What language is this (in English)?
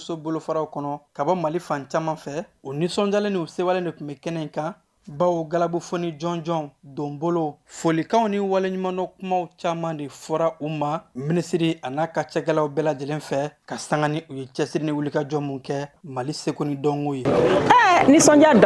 Bambara